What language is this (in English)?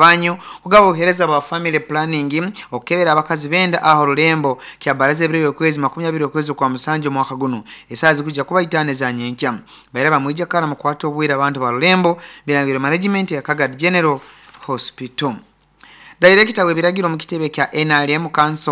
Nyoro